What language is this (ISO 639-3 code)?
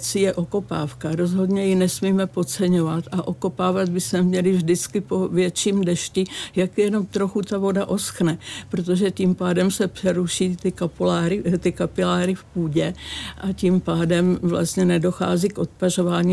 ces